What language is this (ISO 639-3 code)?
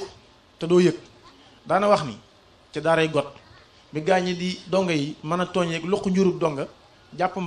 wol